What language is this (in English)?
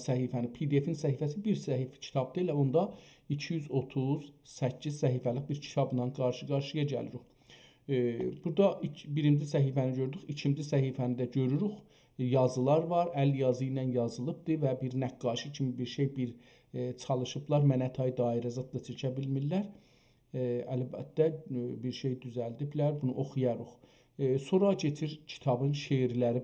South Azerbaijani